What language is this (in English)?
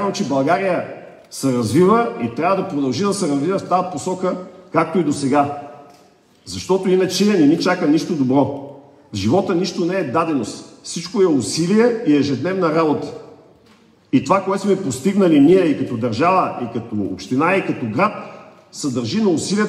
Bulgarian